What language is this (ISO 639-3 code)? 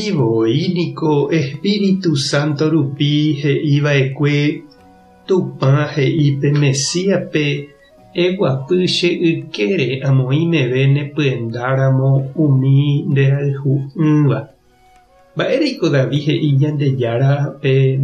grn